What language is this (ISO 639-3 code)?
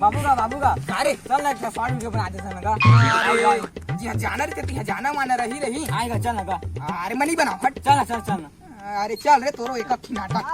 hne